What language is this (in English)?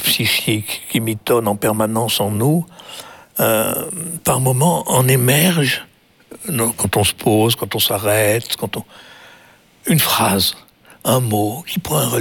French